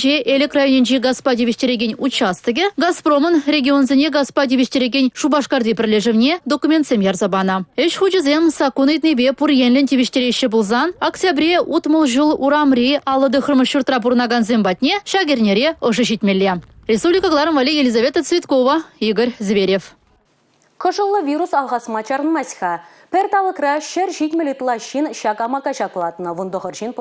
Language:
Chuvash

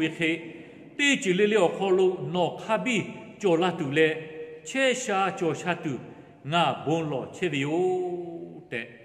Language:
Lahu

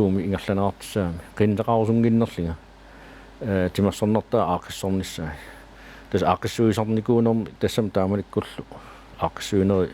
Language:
Kalaallisut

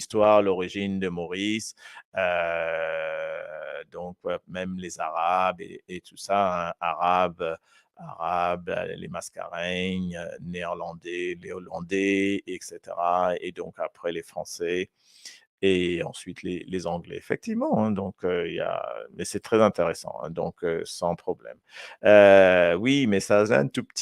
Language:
Morisyen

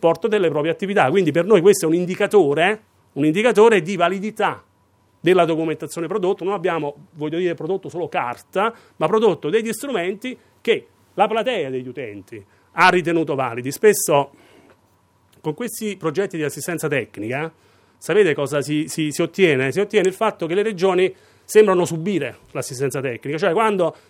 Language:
Italian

